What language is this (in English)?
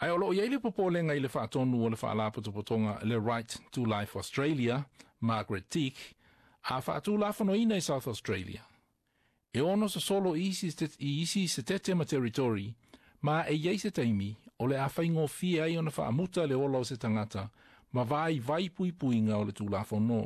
Samoan